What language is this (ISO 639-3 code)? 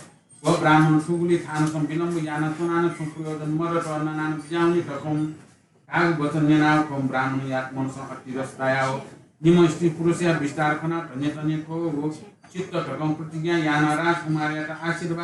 new